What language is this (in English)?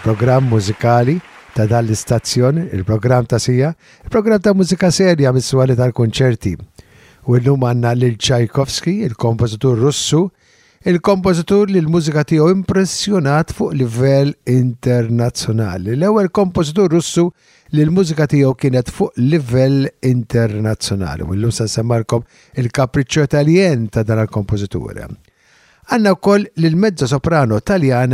Maltese